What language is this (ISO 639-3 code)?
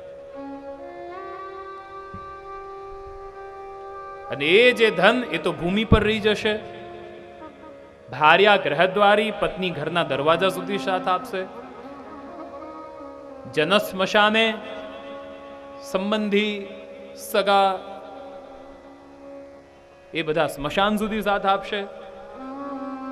guj